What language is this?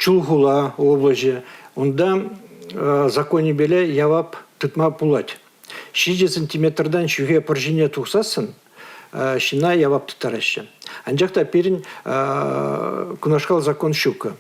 Chuvash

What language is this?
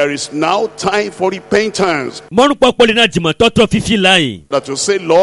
Ewe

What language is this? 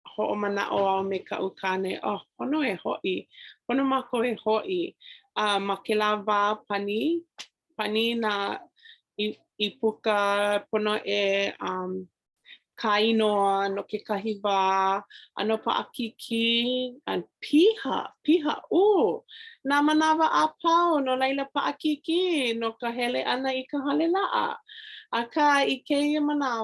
Hawaiian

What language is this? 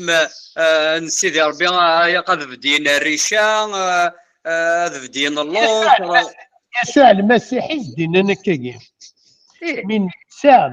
Kabyle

